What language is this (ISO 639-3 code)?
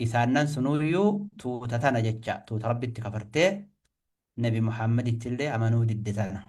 orm